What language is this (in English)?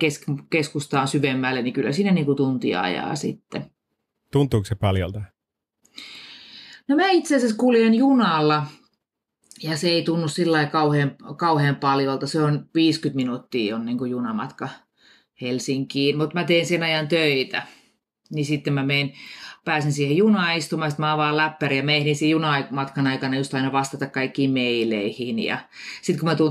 Finnish